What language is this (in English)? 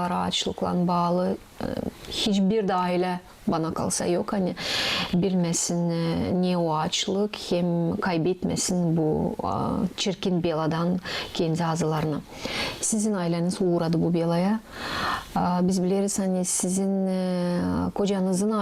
Gagauz